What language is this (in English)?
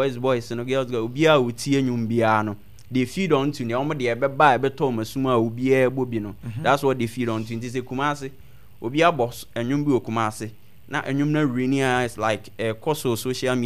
Akan